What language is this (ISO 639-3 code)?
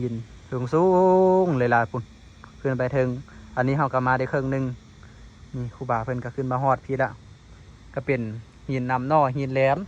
lao